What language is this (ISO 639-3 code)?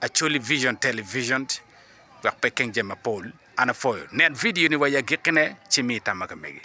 ach